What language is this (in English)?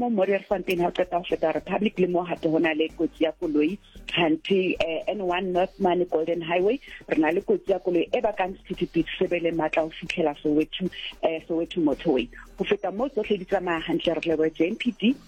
Southern Sotho